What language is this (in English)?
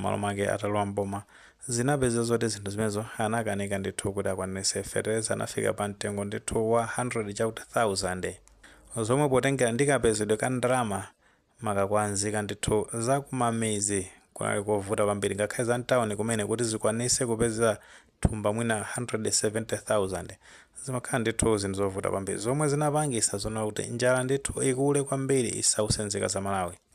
Nyanja